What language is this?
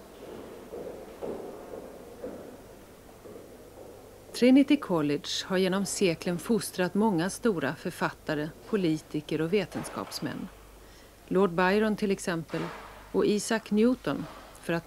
Swedish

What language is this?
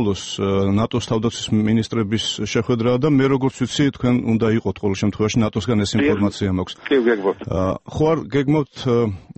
Georgian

